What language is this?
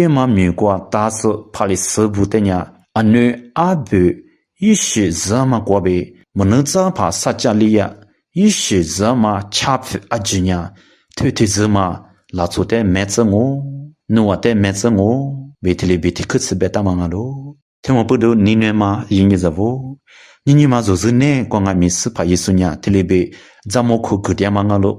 Lisu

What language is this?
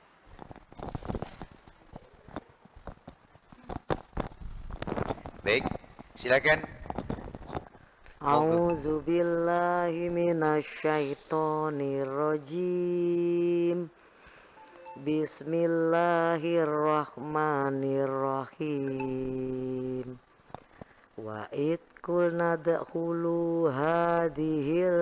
Indonesian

